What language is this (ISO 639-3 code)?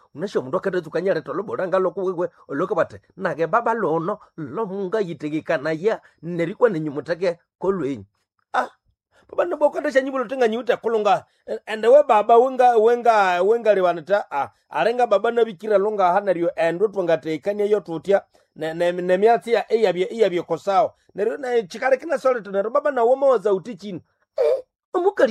nnb